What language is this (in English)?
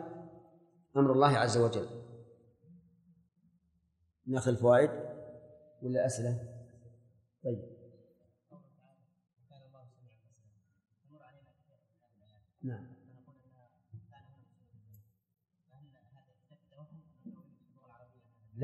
Arabic